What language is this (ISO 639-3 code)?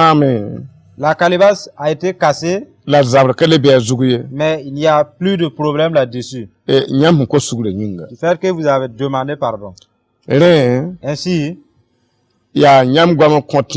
mos